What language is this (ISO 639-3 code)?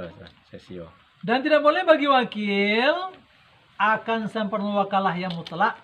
min